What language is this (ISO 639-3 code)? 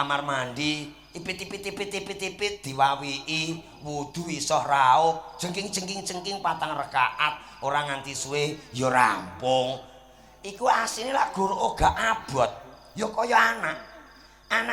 jav